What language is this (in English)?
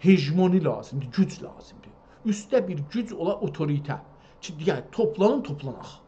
South Azerbaijani